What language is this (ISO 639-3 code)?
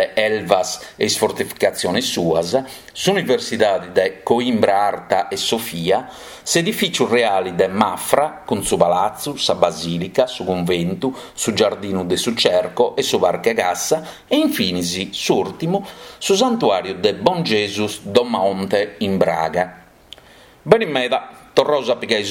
srd